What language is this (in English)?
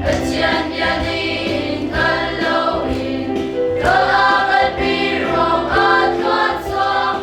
Hakha Chin